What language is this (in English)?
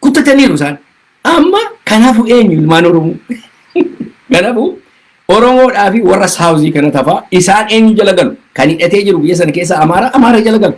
Oromo